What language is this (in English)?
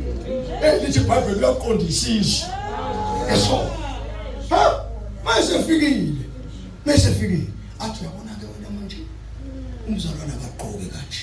Zulu